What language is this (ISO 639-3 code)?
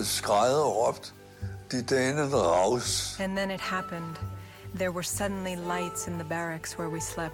dan